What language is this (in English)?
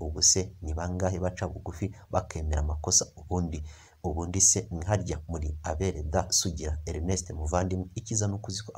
Kinyarwanda